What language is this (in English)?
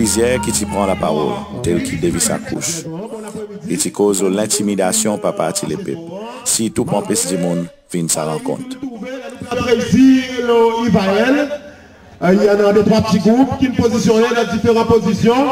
Seselwa Creole French